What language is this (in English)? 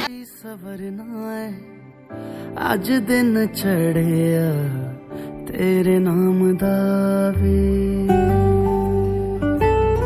Hindi